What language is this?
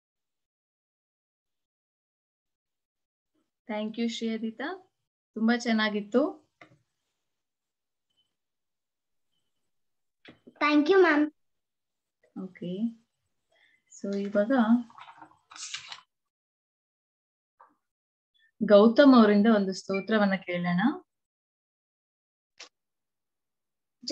Kannada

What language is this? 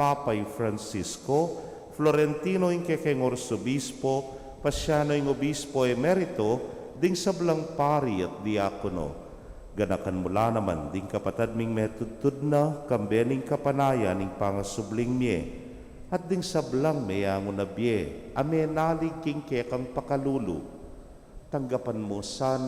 Pampanga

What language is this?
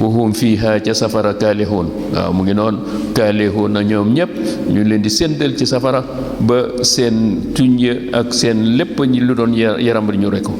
Wolof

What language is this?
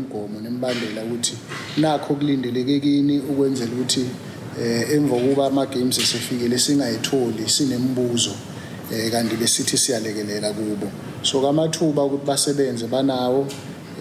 Zulu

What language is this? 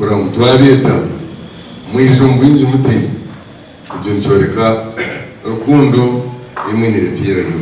Nyankole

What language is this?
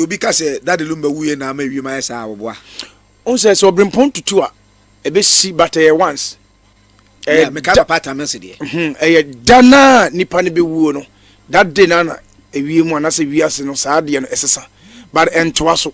Akan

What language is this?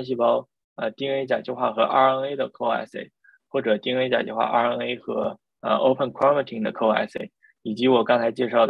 Chinese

